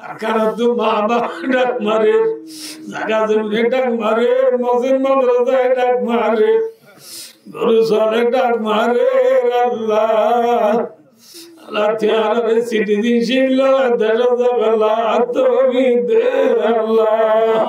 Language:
Rohingya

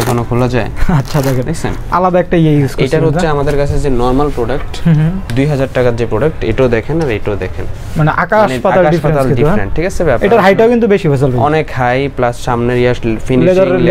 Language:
Bangla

